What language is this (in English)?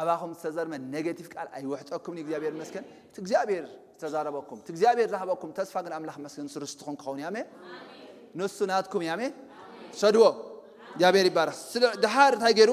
Tigrinya